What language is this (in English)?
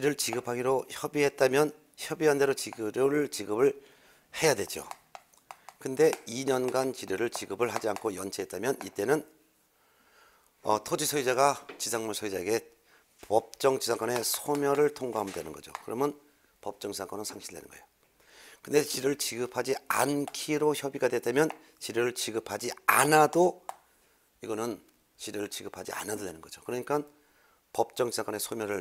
Korean